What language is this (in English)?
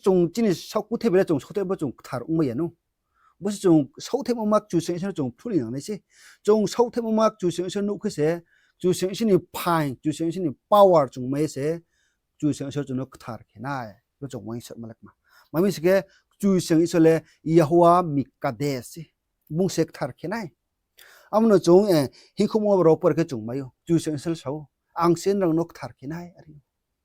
Riang (India)